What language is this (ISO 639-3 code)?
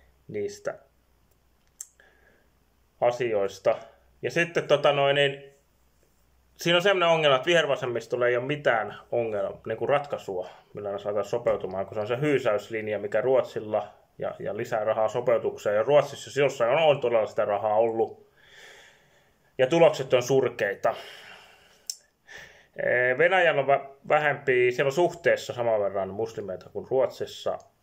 fin